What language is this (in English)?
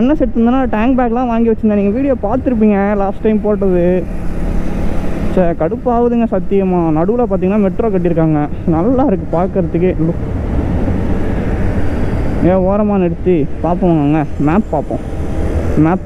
Tamil